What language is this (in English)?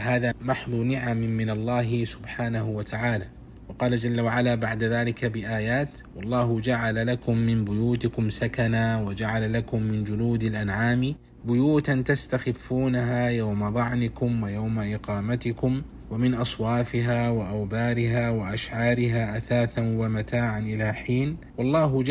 Arabic